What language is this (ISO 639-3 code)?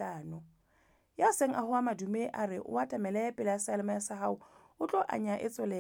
sot